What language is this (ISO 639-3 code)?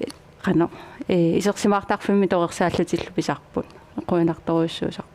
kal